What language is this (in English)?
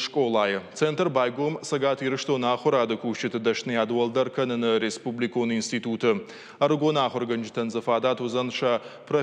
Ossetic